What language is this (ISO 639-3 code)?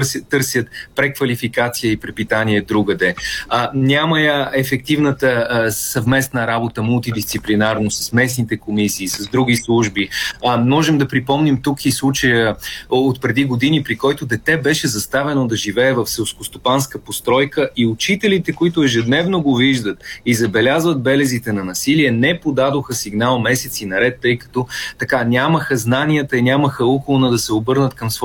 bul